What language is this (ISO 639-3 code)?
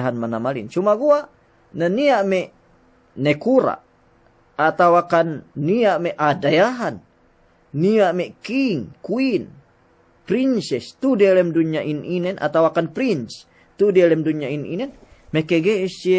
yka